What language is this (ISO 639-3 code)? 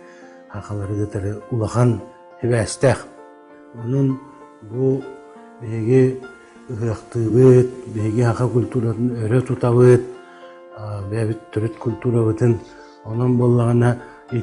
sah